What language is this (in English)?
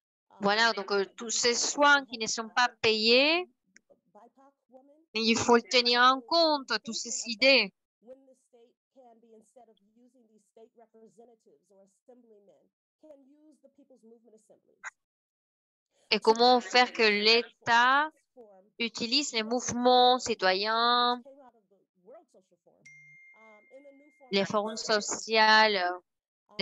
French